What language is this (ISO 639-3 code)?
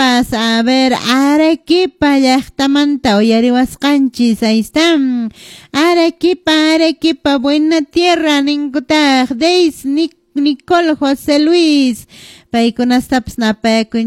que